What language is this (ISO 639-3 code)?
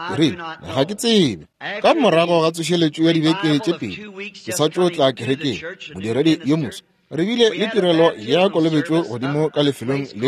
nso